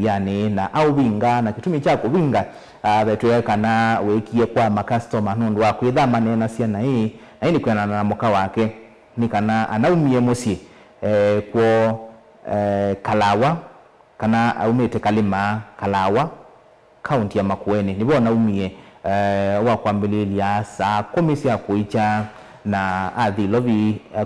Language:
Kamba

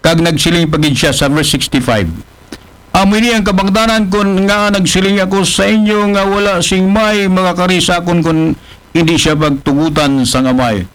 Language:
Aklanon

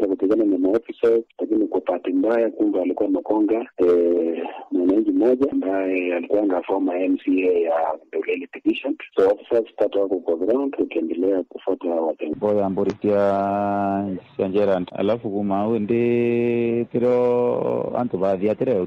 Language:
Meru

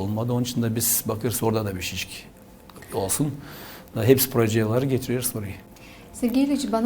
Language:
Gagauz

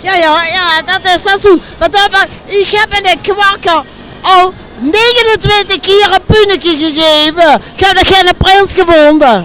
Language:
Limburgish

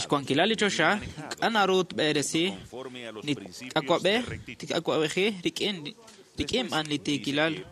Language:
Kekchí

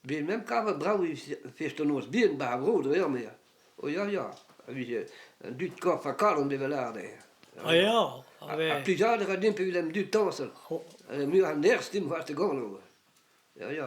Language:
Breton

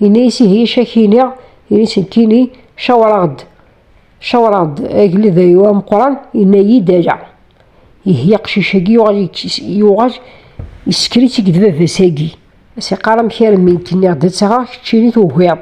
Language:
Kabyle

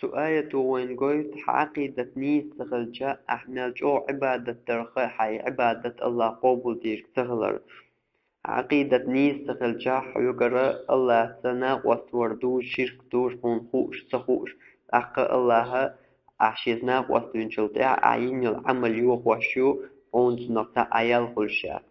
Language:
Chechen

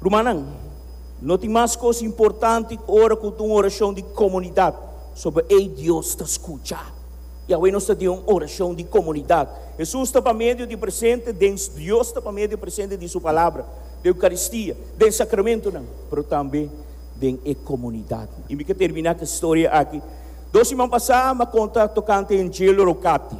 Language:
Papiamento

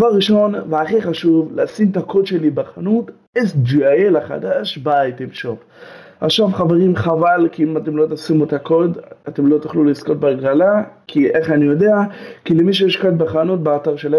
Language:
Hebrew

